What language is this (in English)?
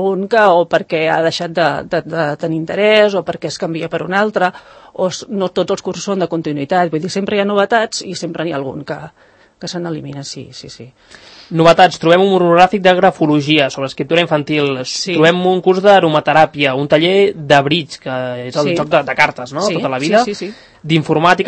Catalan